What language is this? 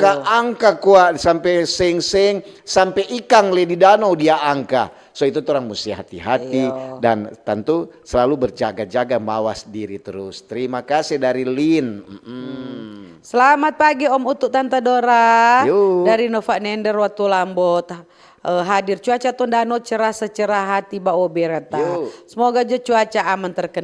Manado Malay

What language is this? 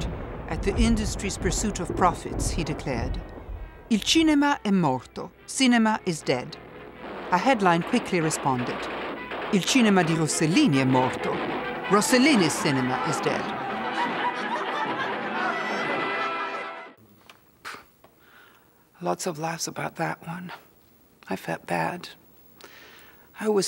English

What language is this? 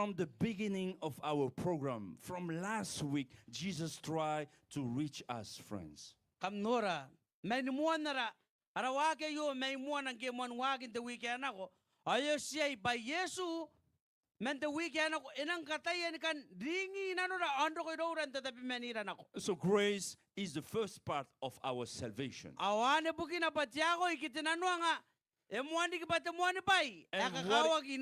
Gilbertese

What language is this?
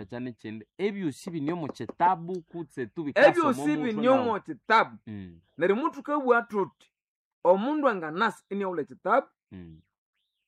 Nande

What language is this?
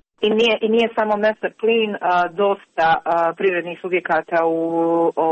Serbian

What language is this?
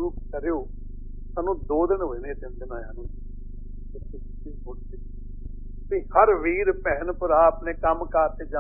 Punjabi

